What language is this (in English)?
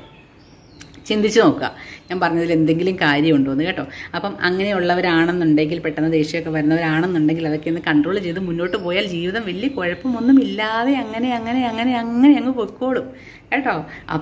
Malayalam